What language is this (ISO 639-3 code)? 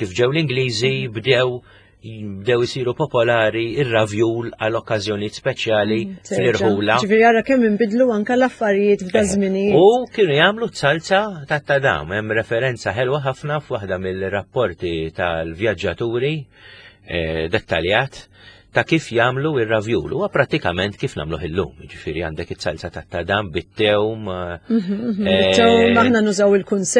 mlt